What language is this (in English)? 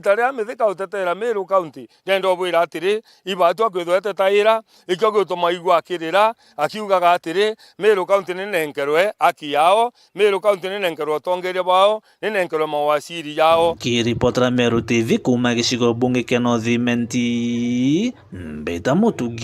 Meru